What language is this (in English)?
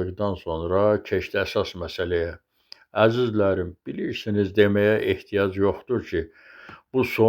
Azerbaijani